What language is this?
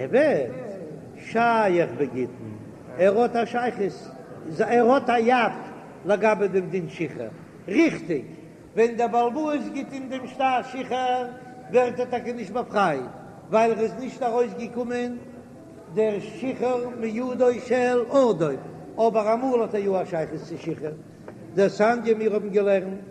Yiddish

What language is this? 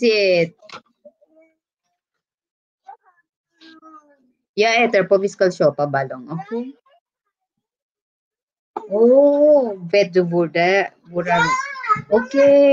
Filipino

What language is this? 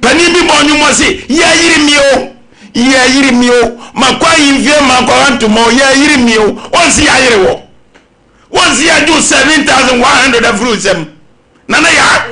Akan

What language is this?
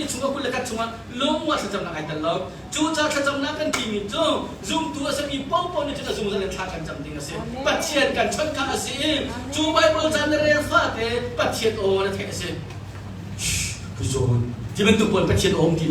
Hakha Chin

